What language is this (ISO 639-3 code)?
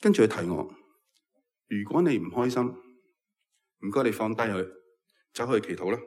yue